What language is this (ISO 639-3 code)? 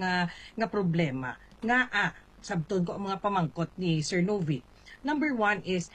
hil